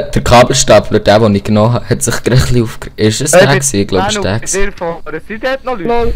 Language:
Swiss German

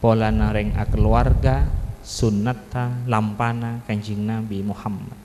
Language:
Madurese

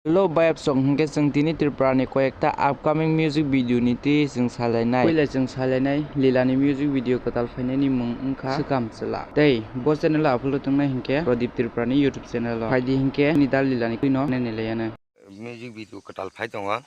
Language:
Kok Borok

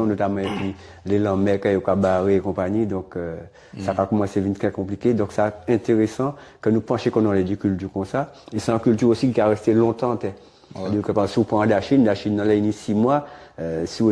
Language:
Guadeloupean Creole French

